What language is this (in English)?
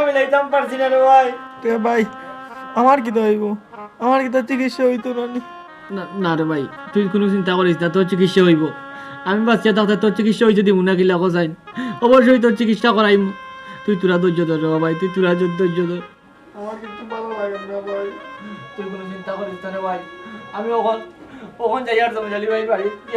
Sylheti